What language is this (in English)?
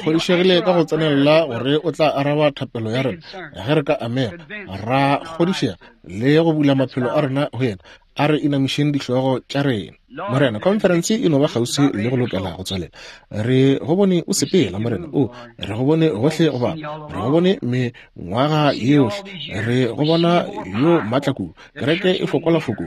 Northern Sotho